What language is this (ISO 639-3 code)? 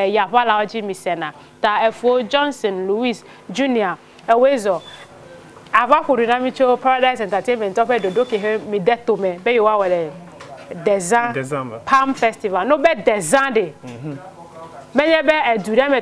ewe